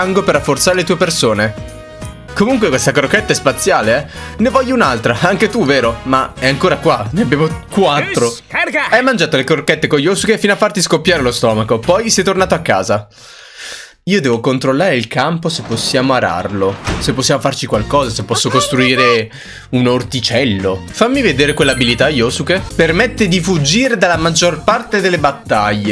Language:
Italian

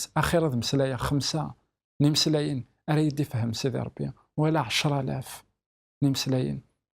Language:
Kabyle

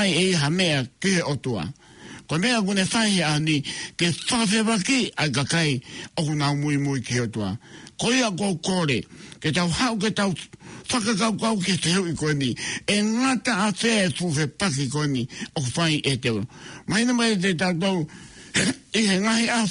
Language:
Tongan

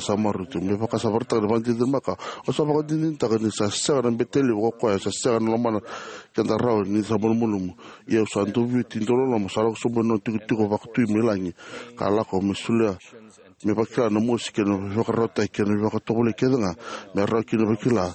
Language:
Fijian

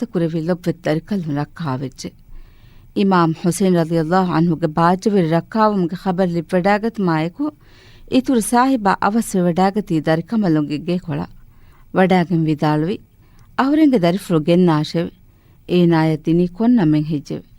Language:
Divehi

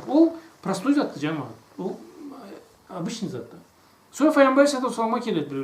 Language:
Karachay-Balkar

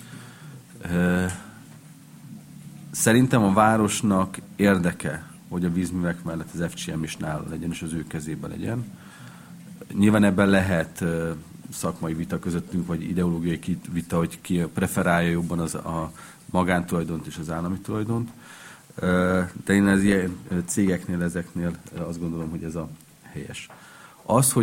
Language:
Hungarian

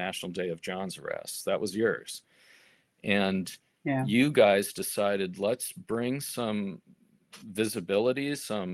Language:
English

